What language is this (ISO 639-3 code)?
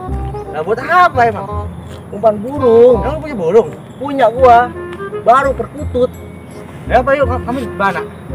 bew